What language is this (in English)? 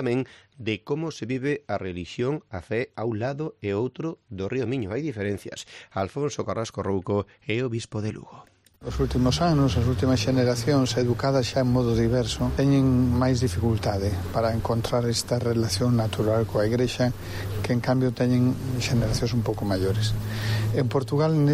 Galician